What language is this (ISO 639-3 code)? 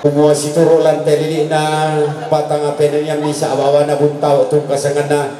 sda